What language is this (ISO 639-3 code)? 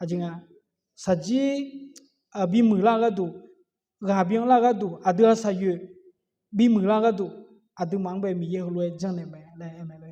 ahk